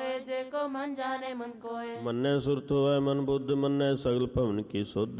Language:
Punjabi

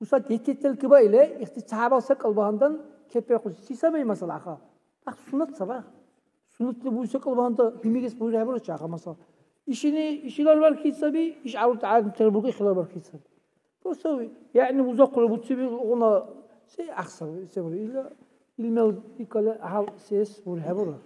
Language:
Dargwa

